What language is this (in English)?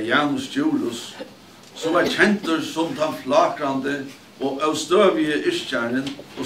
Faroese